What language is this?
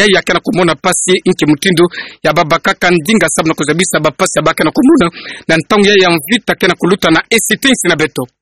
Kituba (Democratic Republic of Congo)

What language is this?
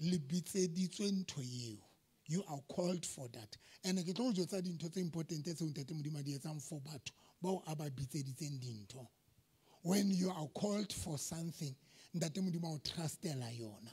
Southern Sotho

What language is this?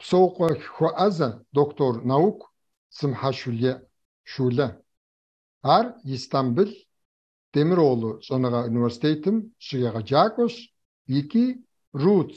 Kabardian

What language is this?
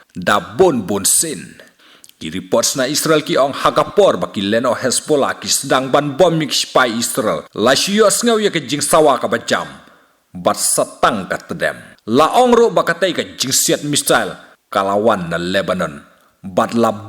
Khasi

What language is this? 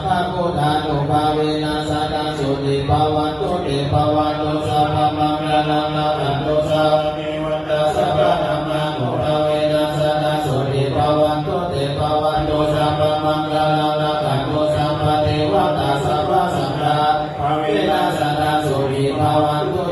Pali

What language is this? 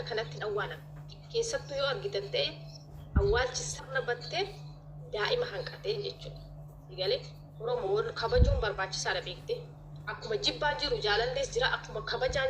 Oromo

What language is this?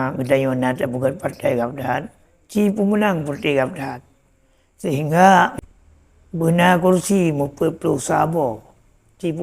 Achinese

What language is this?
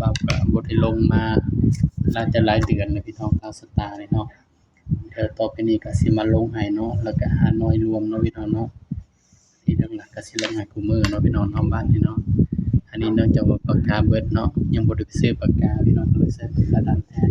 Northeastern Thai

